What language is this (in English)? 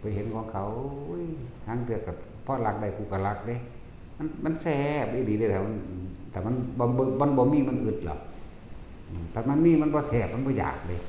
Northeastern Thai